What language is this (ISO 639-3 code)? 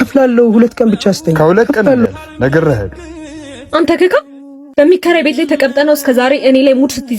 amh